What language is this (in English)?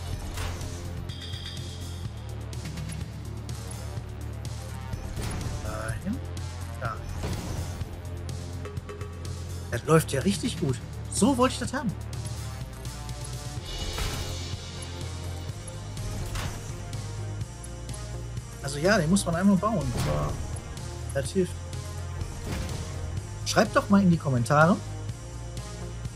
German